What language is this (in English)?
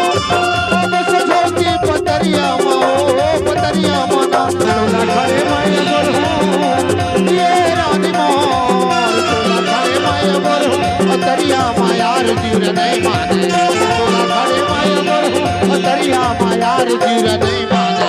Chhattisgarhi